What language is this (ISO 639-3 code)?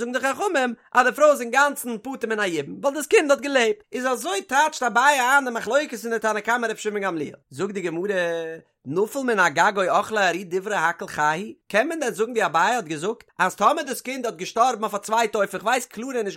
yid